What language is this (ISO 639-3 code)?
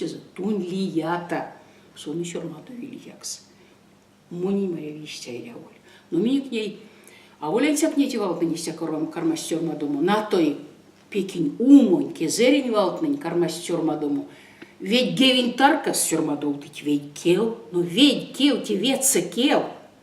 myv